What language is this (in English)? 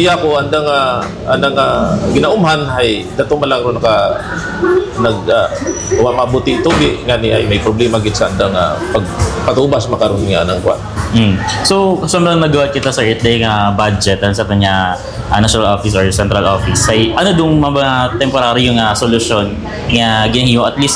Hiligaynon